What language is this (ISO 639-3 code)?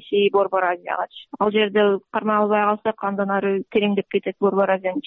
kir